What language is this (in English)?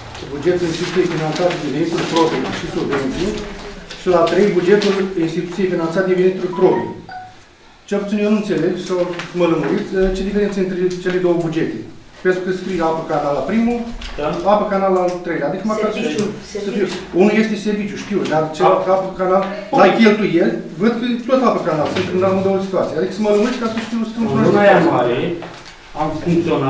Romanian